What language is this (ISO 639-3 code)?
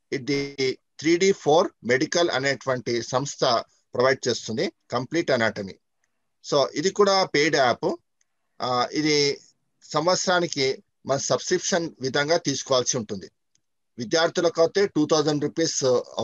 tel